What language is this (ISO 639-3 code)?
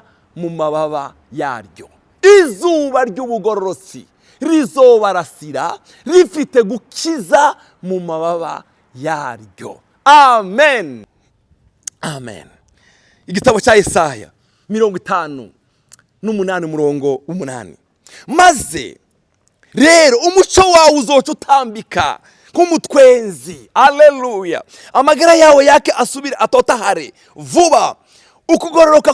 run